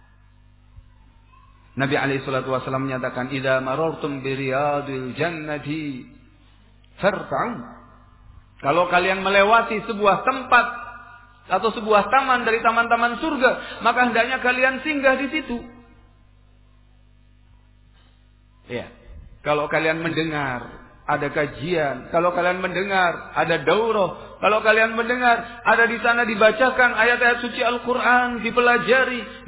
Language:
Indonesian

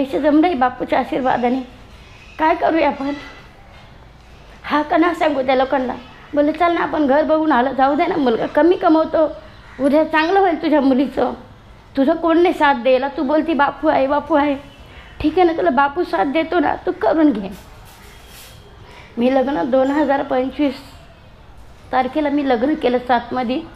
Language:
Marathi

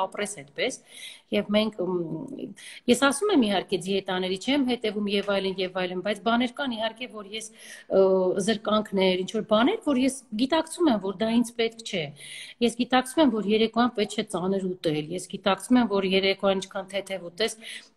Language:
Armenian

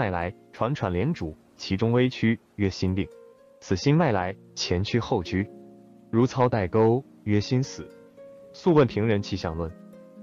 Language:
Chinese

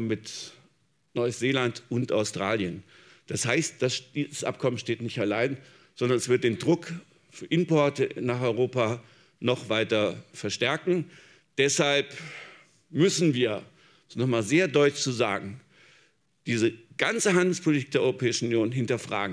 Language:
German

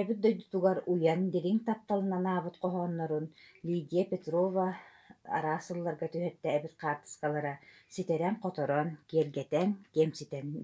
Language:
Yakut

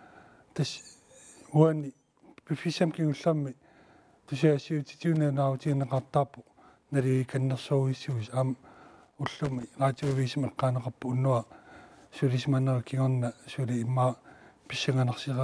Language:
Kalaallisut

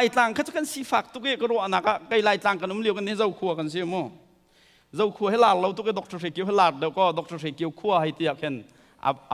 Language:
Hakha Chin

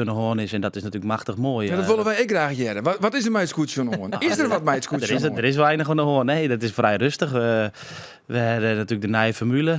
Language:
Western Frisian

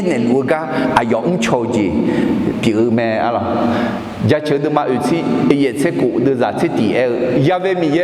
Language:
Akha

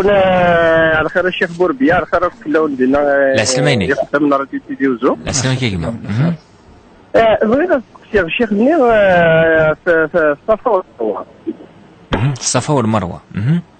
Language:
Kabyle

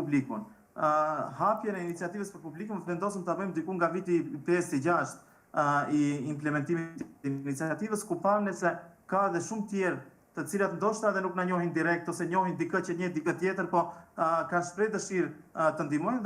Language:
Albanian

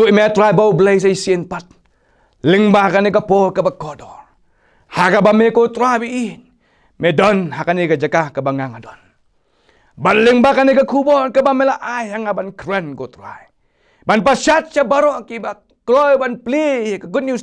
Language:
Khasi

